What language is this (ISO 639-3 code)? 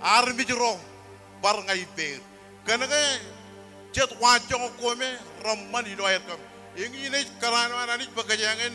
mah